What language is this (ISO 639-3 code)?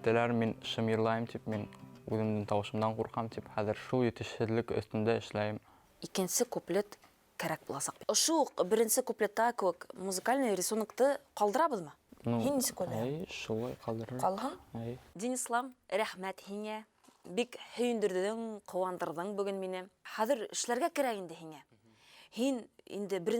bak